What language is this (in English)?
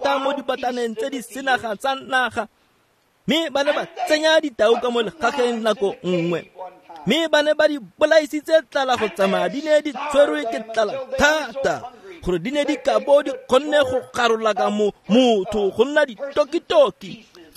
Tswana